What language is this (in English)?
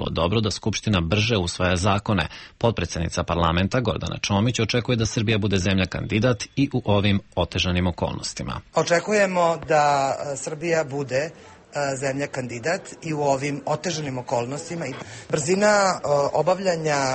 Serbian